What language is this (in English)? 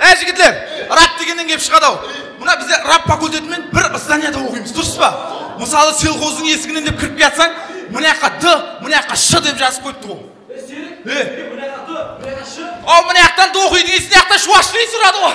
Kara-Kalpak